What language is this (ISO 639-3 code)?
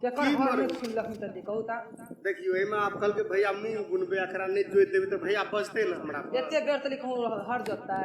mai